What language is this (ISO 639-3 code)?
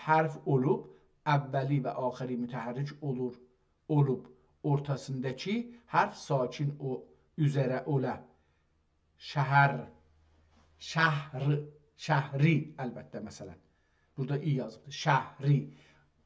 azb